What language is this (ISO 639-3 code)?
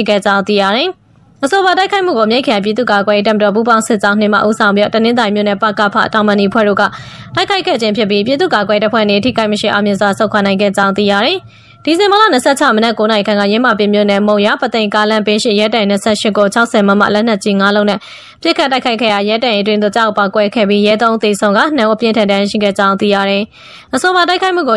mya